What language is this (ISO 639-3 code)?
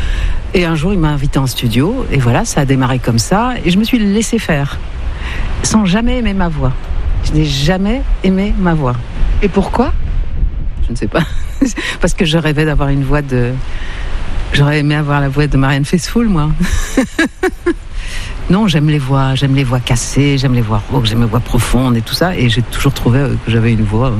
fra